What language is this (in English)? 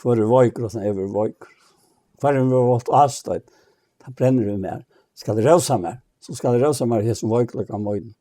Faroese